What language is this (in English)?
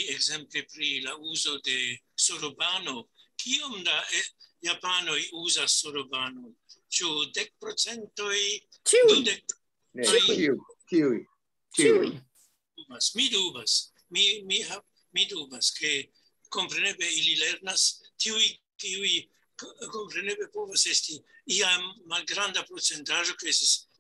Esperanto